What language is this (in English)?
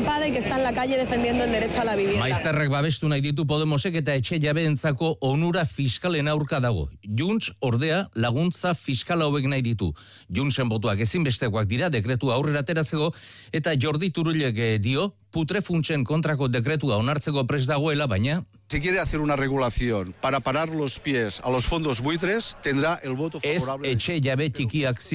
Basque